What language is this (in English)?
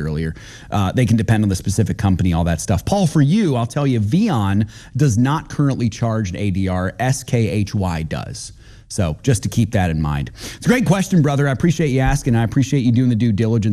English